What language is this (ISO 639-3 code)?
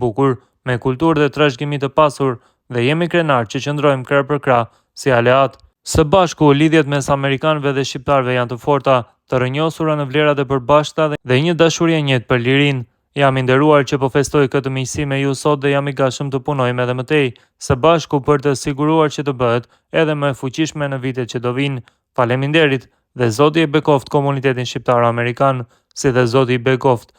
sqi